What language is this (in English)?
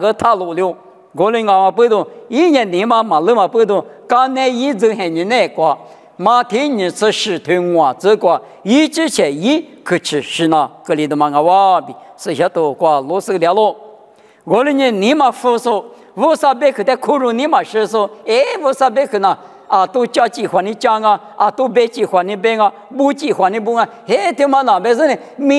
Lisu